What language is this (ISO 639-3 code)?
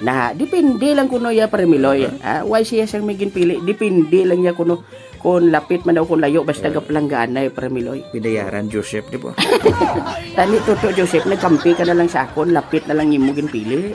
hil